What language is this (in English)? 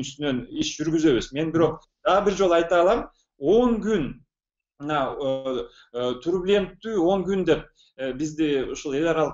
Kyrgyz